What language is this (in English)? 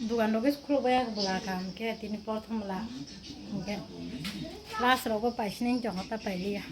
Kok Borok